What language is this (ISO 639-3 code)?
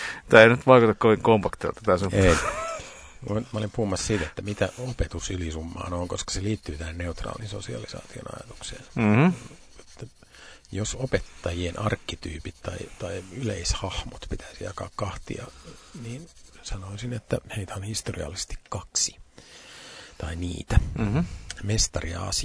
fin